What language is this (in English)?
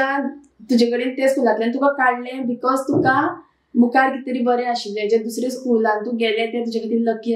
Konkani